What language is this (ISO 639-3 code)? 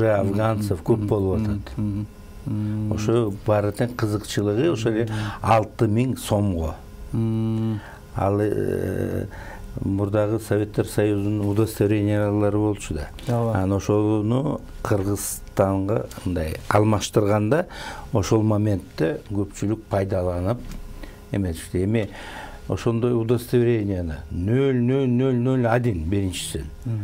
kir